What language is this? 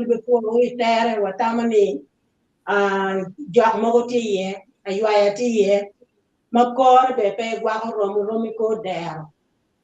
Acoli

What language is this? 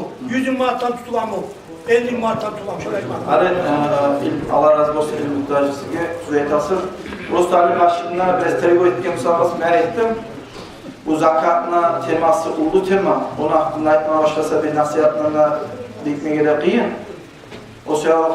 Kumyk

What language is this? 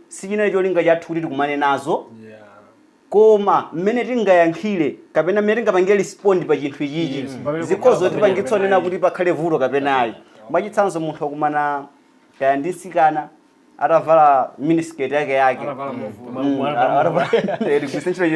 Nyanja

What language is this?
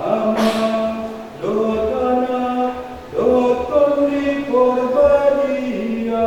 Batak Toba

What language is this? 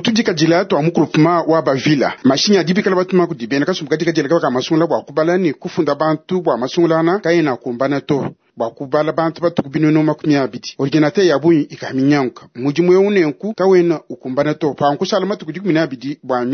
Luba-Lulua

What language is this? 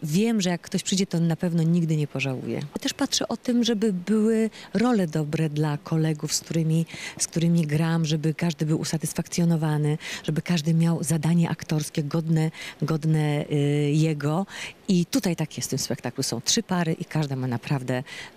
Polish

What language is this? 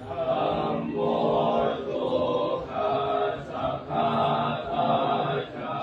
Pali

